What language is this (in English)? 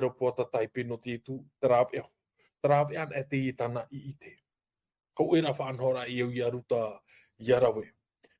Tahitian